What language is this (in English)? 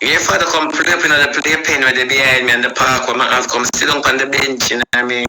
Jamaican Creole English